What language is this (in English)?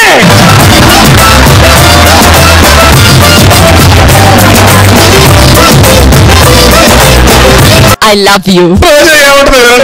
Telugu